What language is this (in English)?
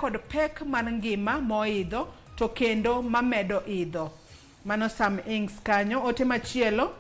Luo (Kenya and Tanzania)